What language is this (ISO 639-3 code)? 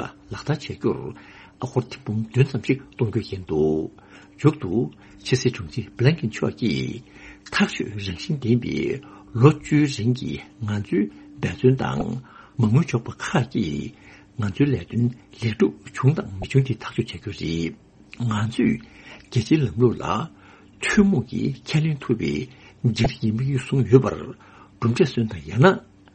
bod